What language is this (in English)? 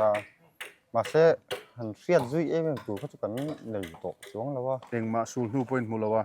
Mizo